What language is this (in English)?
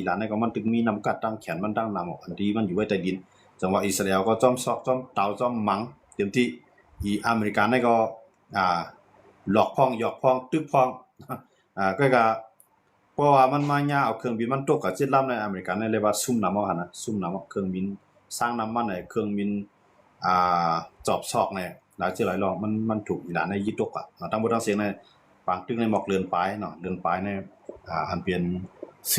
Shan